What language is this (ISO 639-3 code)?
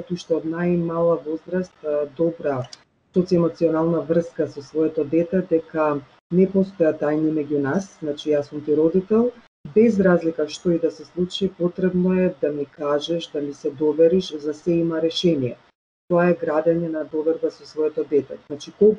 mkd